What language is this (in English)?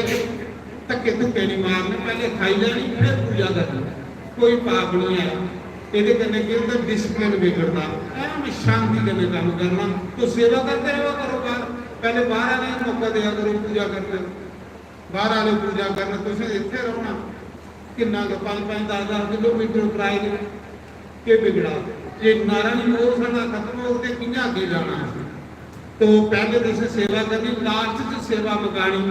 Dogri